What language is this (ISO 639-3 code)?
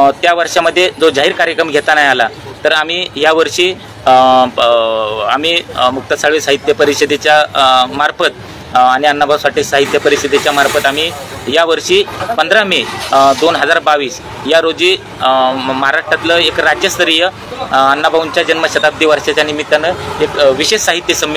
mar